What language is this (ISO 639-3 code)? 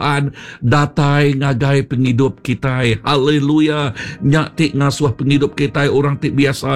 iba